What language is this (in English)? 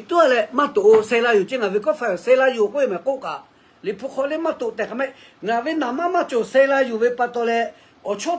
Lahu